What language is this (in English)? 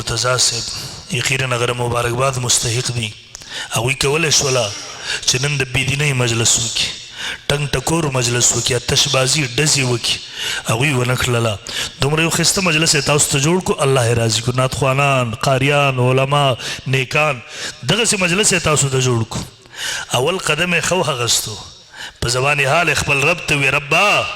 Pashto